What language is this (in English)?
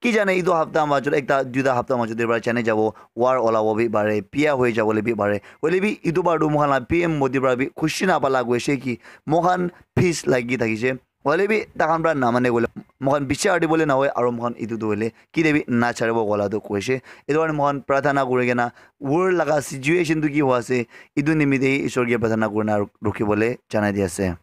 Naga Pidgin